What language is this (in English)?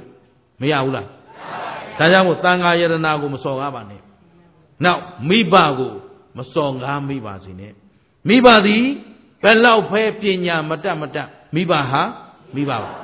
Burmese